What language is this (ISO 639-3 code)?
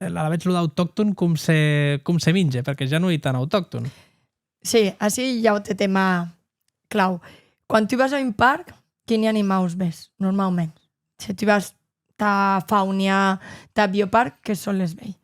oci